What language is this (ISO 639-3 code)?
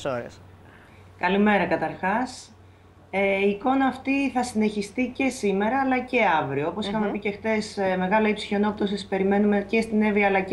ell